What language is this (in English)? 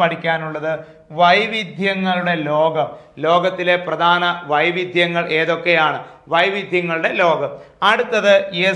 Malayalam